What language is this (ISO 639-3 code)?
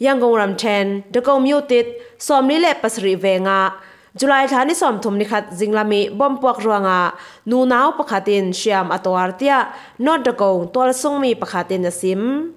cfm